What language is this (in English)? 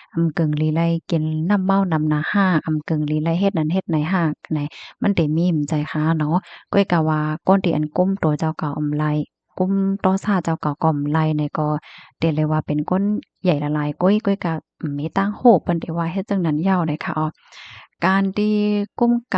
Shan